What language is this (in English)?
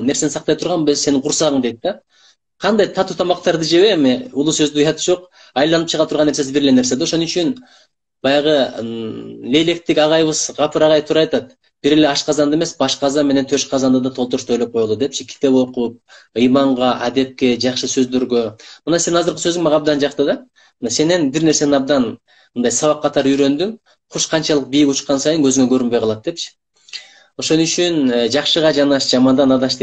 Kyrgyz